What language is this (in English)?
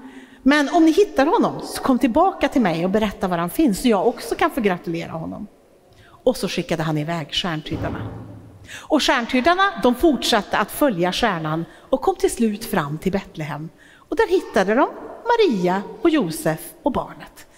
Swedish